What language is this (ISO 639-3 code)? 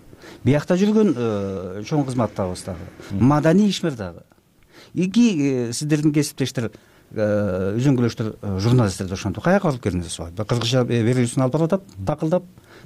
kir